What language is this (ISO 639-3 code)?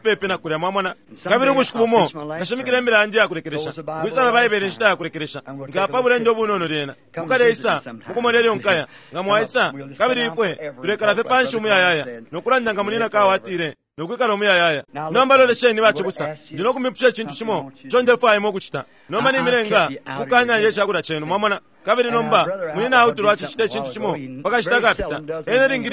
bem